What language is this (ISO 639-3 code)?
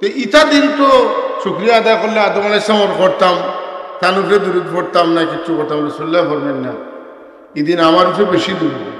syl